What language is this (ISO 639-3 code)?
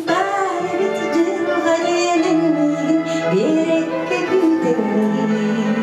sah